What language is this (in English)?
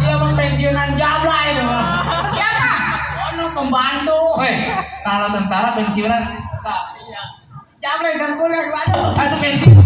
Betawi